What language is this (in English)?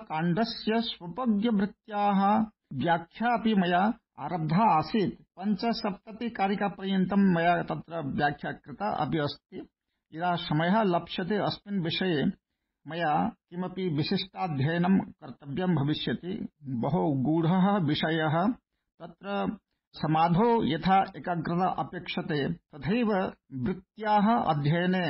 Sanskrit